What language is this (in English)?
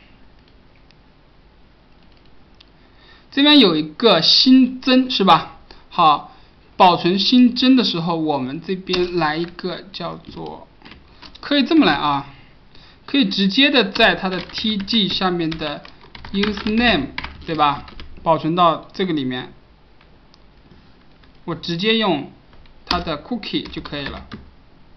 Chinese